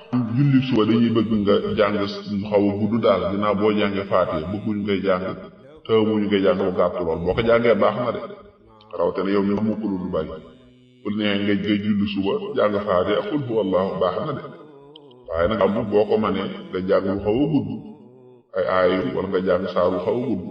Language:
Wolof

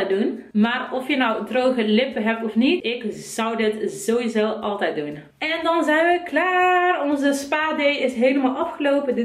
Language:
Dutch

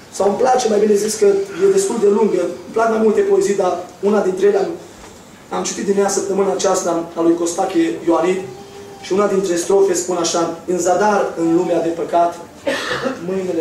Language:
Romanian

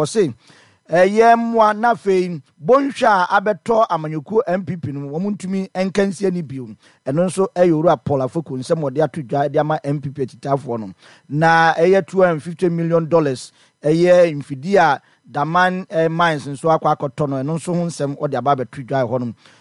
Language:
Akan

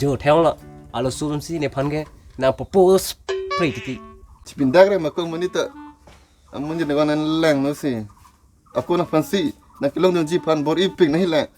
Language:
Karbi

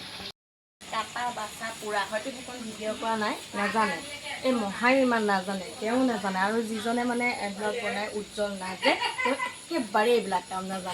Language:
Assamese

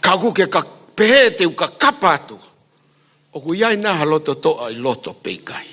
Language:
Tongan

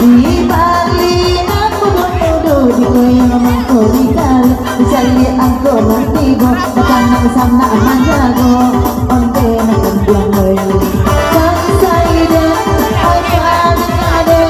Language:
Minangkabau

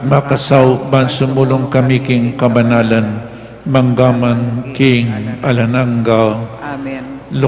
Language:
Pampanga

